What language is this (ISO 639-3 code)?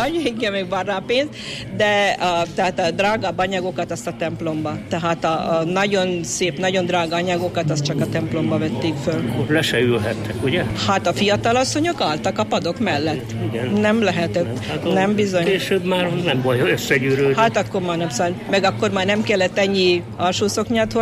hun